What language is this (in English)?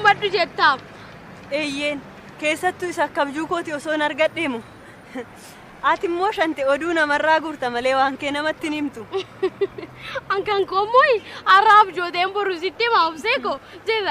Oromo